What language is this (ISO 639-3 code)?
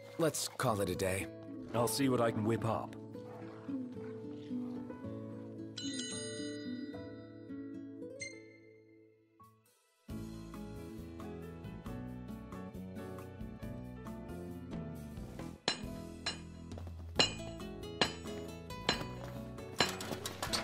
eng